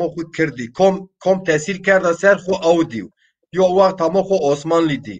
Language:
Zaza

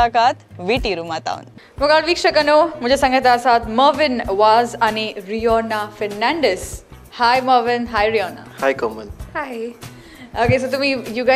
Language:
Konkani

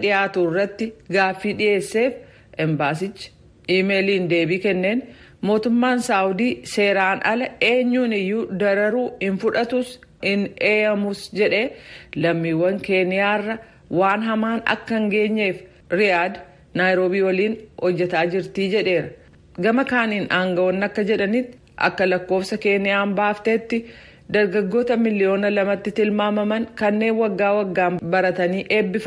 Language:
Oromo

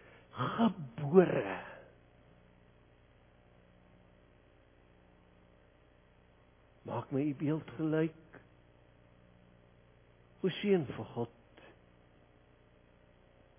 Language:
Afrikaans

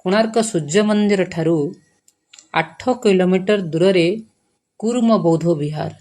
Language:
Odia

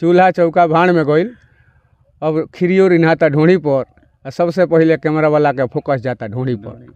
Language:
Bhojpuri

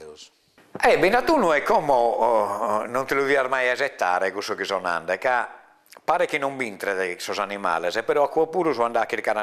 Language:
Sardinian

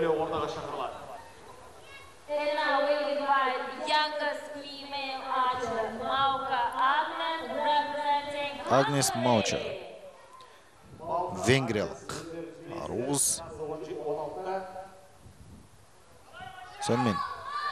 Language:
Kazakh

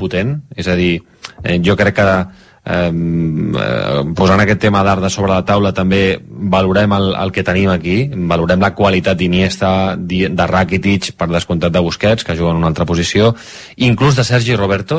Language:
Catalan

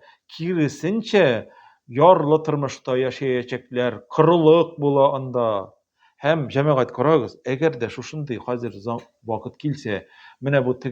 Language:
Tatar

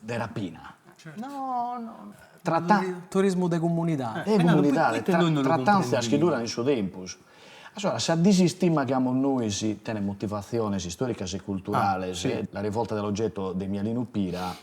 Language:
Sardinian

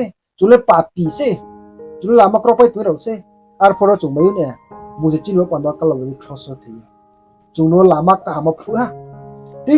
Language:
Riang (India)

